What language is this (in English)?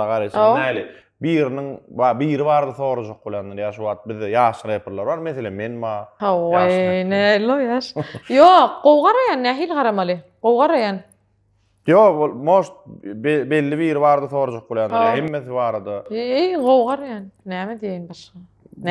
Turkmen